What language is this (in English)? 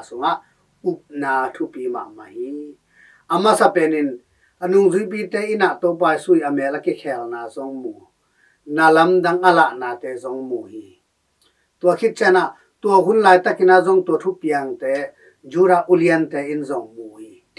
Tedim Chin